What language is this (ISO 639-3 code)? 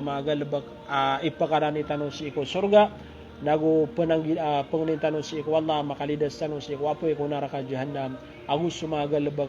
mrw